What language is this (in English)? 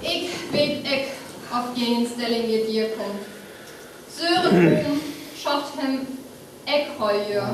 Northern Frisian